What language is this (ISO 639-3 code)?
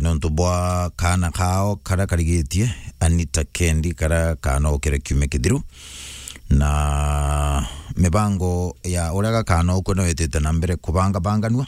mer